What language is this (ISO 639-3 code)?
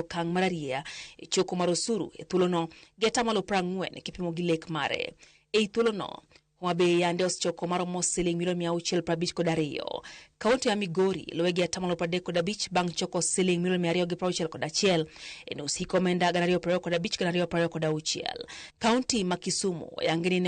luo